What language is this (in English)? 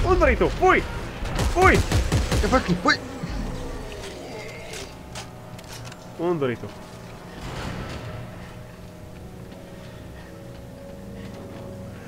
Hungarian